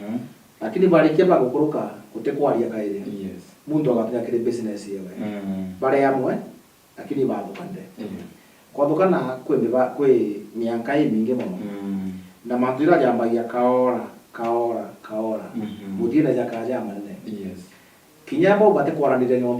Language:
Meru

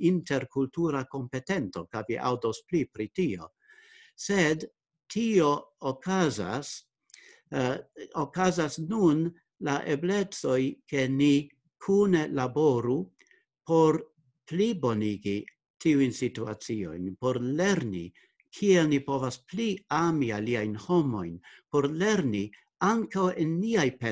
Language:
Esperanto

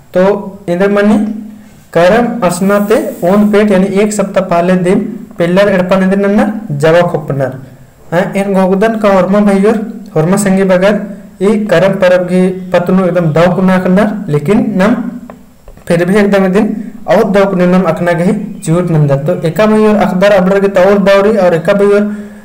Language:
Kurukh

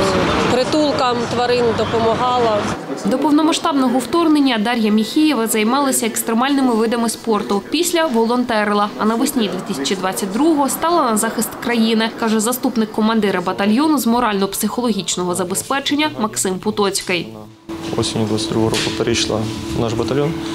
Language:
Ukrainian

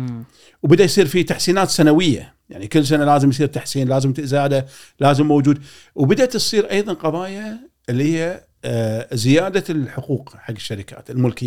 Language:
Gulf Arabic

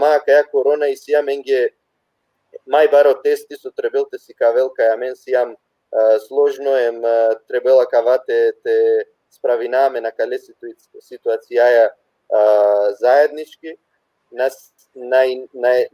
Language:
Balkan Romani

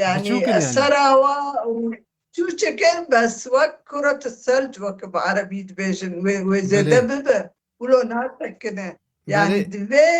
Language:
Kurdish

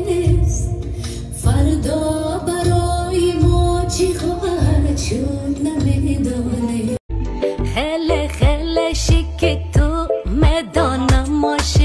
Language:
Tajik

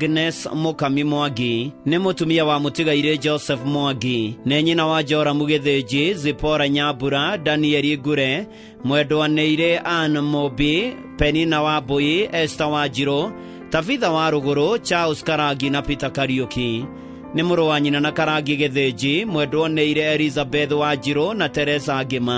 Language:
Kikuyu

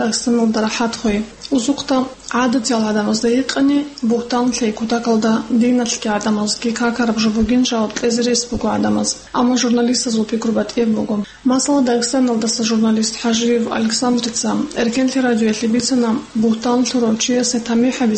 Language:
Avaric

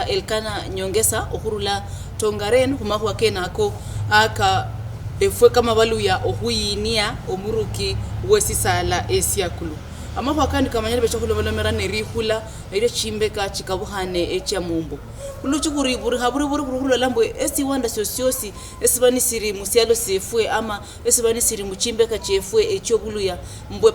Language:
Luyia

